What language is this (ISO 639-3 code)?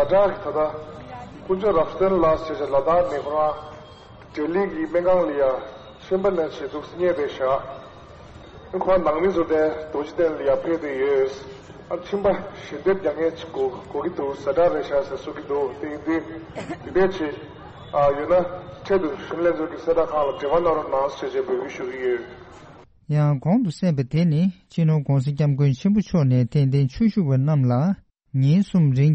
bod